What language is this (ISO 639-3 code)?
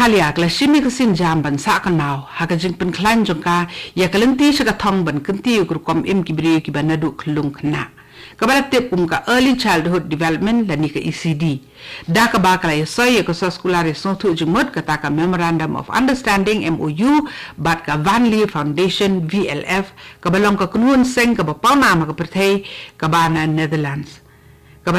kha